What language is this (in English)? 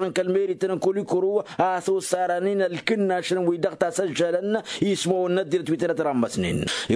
Tamasheq